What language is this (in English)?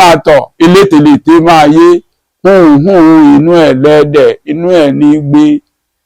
Yoruba